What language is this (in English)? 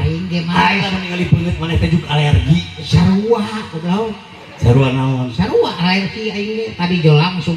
Sundanese